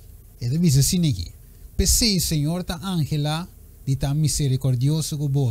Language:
Papiamento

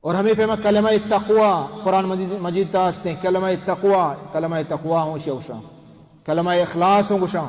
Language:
Baluchi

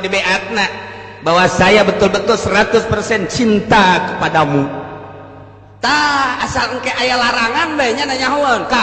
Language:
Sundanese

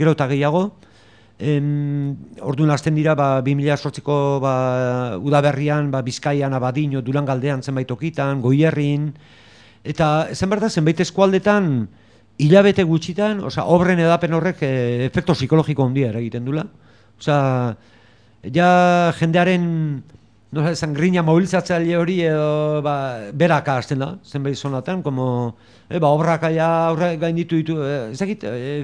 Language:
Basque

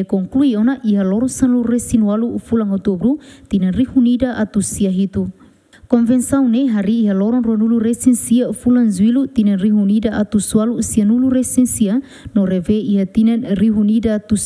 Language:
Tetum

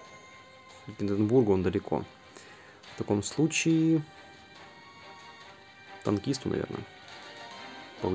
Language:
Russian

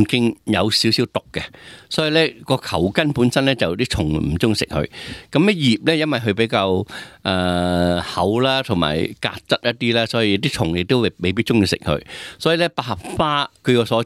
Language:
Cantonese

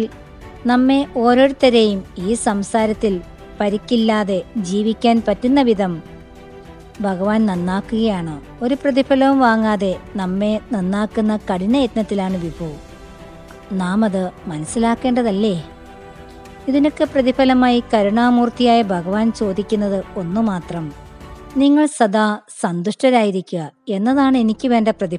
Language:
Malayalam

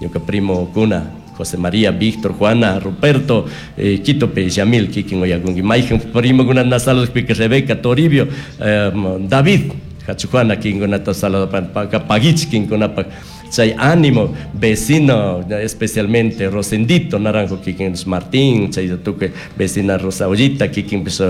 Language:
Chimborazo Highland Quichua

